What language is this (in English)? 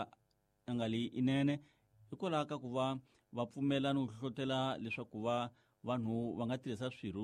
Tsonga